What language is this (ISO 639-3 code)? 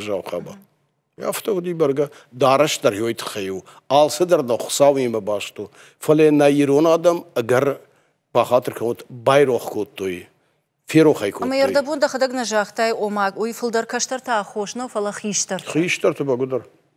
oss